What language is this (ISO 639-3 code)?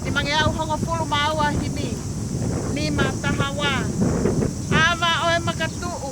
ton